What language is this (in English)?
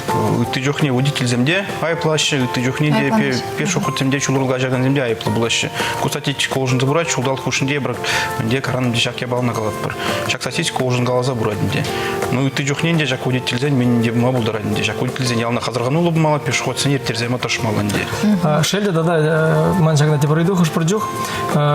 Chuvash